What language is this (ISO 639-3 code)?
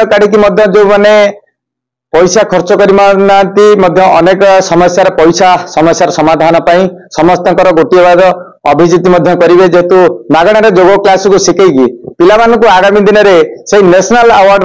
ori